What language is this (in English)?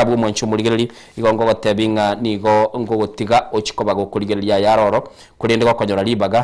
Gusii